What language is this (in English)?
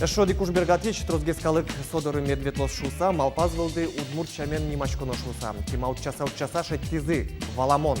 Udmurt